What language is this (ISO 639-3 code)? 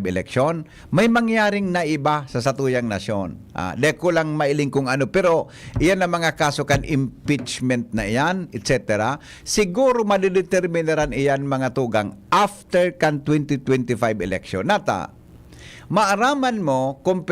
bik